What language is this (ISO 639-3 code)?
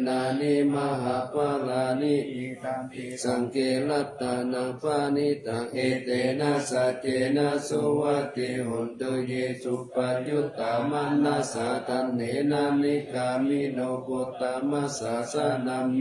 pli